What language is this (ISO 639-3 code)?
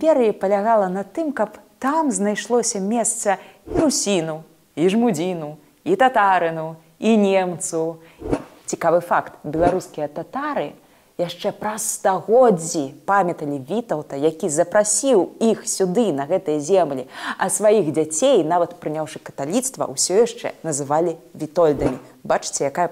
bel